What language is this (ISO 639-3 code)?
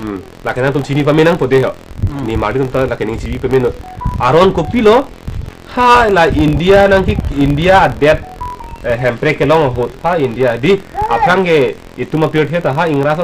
mjw